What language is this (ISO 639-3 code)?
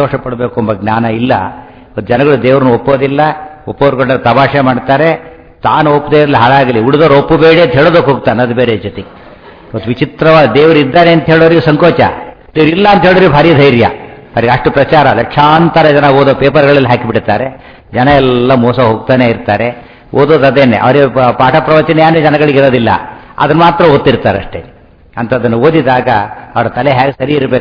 kan